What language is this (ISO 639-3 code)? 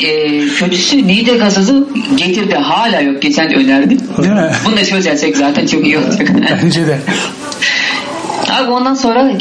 tur